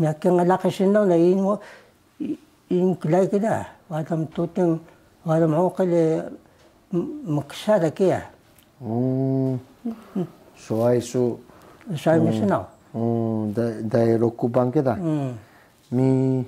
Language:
Taroko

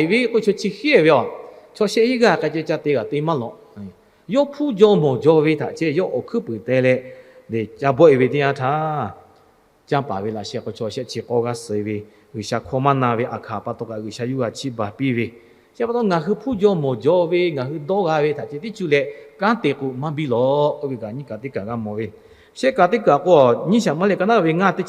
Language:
Lahu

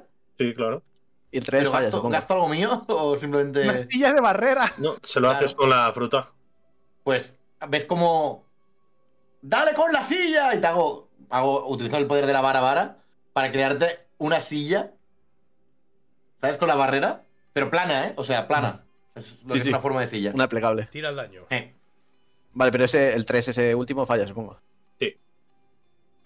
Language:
Spanish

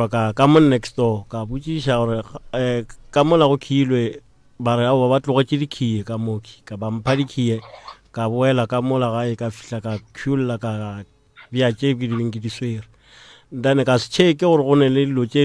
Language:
Northern Sotho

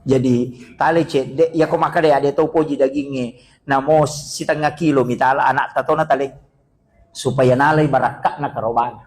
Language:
Buginese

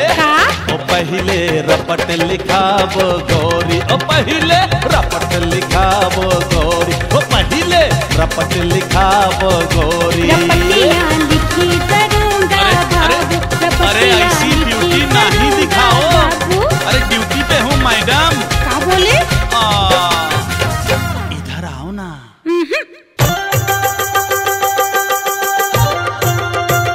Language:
Bhojpuri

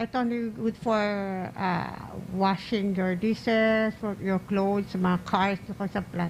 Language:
Hiligaynon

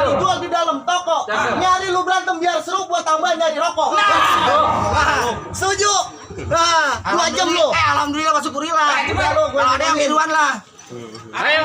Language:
Betawi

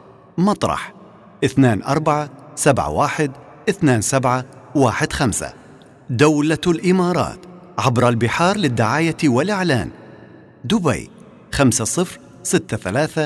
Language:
Arabic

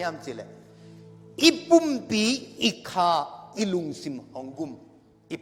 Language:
Tedim Chin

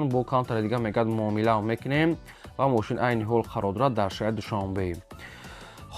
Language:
Tajik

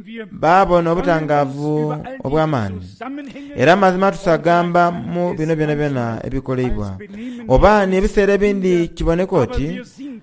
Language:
Soga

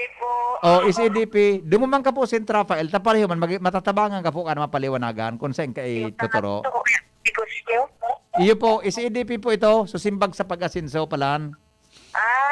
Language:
Bikol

